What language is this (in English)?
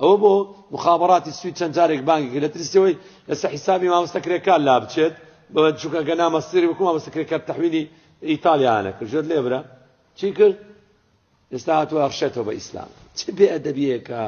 Central Kurdish